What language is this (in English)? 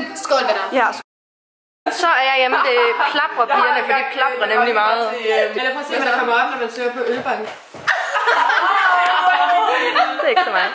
Danish